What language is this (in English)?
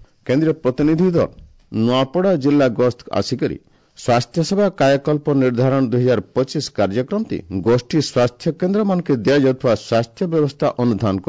Odia